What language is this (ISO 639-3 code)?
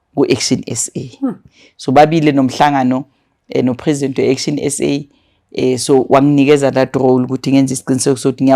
zul